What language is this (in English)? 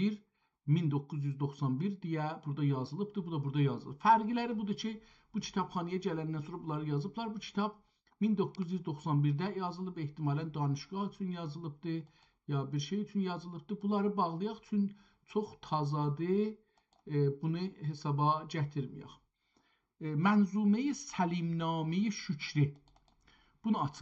South Azerbaijani